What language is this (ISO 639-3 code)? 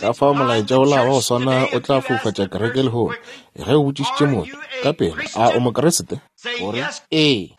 nso